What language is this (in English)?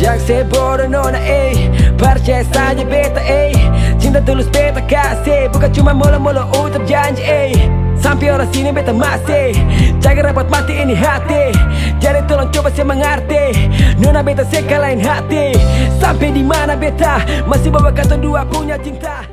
Ambonese Malay